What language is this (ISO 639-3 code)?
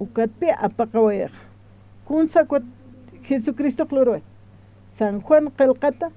aym